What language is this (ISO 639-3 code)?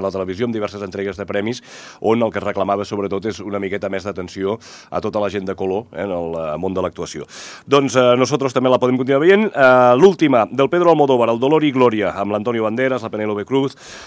cat